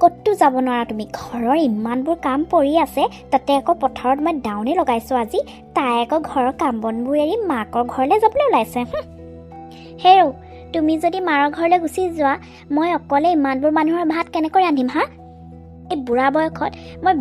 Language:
Assamese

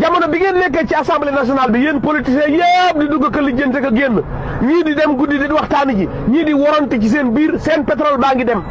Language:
Wolof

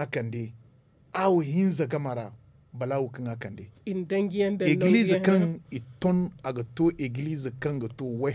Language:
Zarma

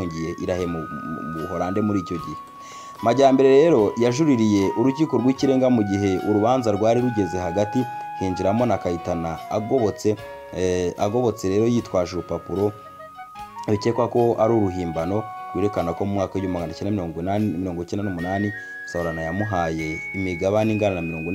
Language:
Kinyarwanda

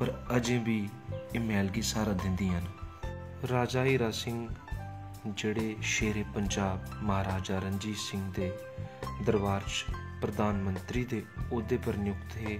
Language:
Dogri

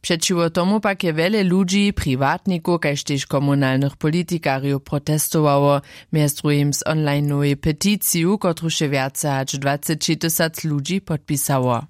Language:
Upper Sorbian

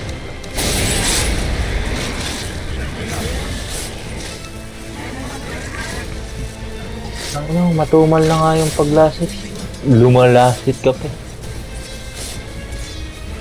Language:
Filipino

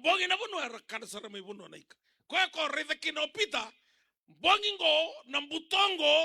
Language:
Fijian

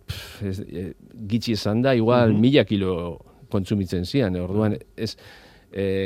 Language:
Basque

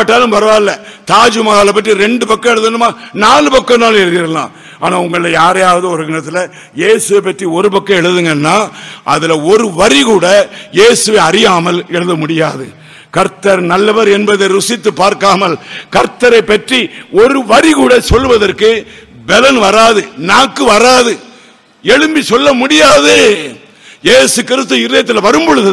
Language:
Tamil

